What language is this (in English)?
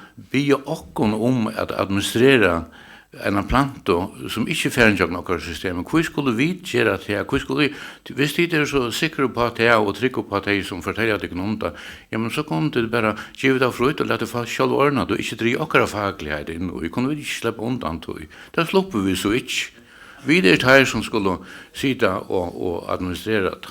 Faroese